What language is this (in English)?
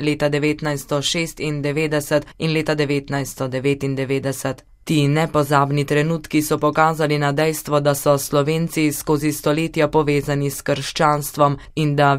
Slovenian